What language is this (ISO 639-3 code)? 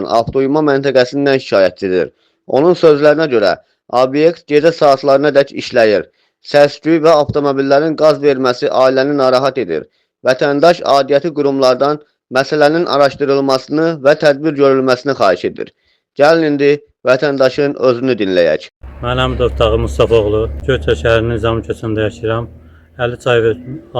aze